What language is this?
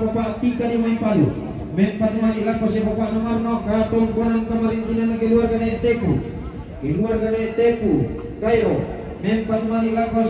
Toraja-Sa'dan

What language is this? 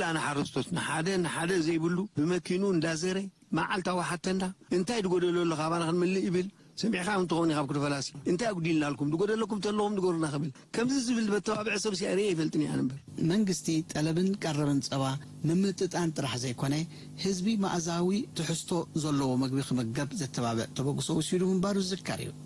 Tigrinya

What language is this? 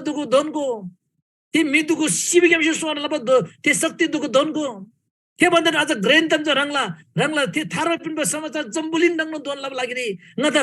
Eastern Tamang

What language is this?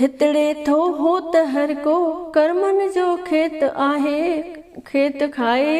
Sindhi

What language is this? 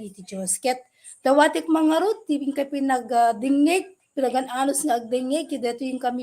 Iloko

